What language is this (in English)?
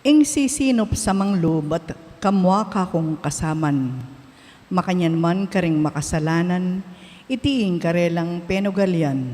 Pampanga